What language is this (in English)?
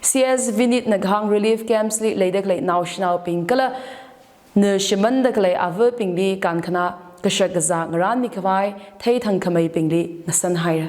Tangkhul Naga (India)